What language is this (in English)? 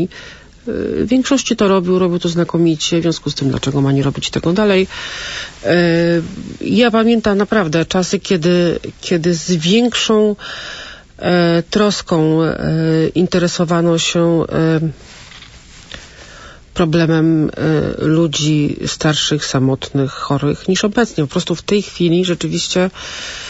Polish